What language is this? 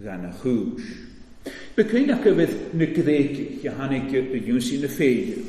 Welsh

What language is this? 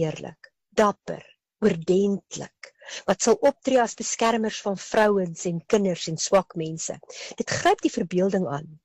Afrikaans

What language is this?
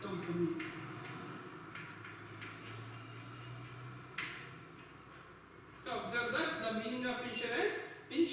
Kannada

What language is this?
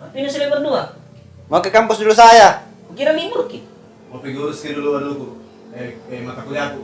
Makassar Malay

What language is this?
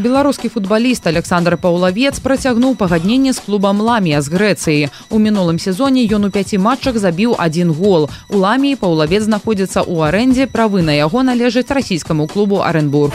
Belarusian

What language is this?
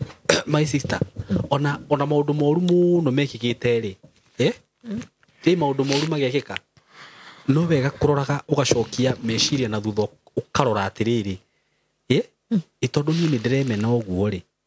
Kikuyu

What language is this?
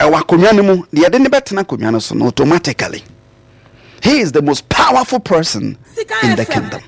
Akan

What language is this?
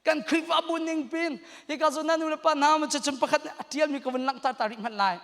Hakha Chin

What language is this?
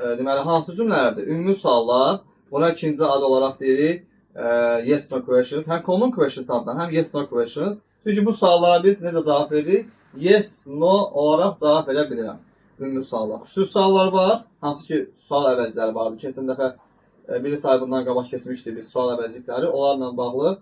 Azerbaijani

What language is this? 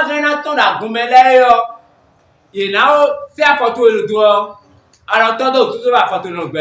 Fon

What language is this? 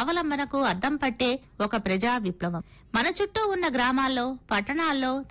Telugu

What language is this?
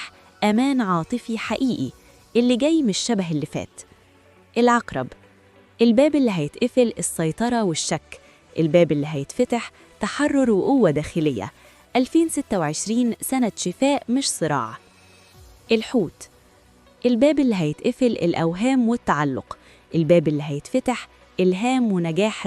Egyptian Arabic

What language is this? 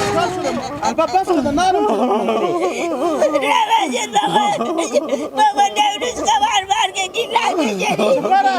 Hazaragi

